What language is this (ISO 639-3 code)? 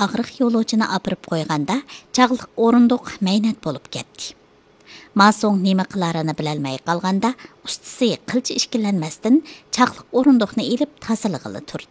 uig